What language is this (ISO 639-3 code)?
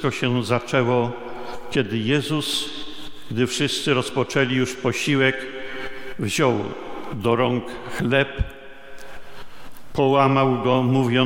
pol